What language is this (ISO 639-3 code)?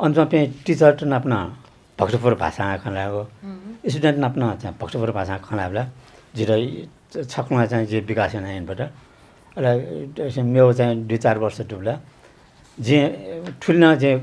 new